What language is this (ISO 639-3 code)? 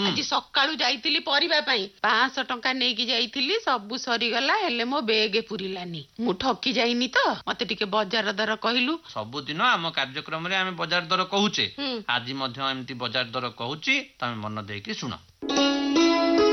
ori